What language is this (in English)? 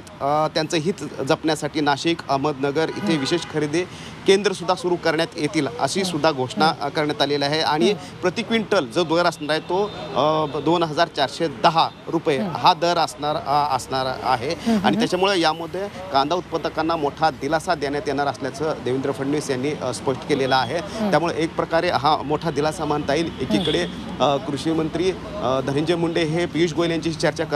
Marathi